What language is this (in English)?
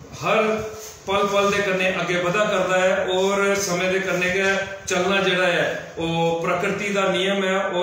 Dogri